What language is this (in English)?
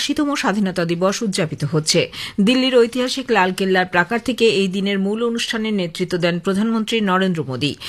Bangla